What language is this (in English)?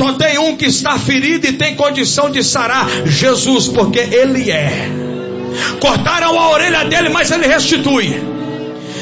Portuguese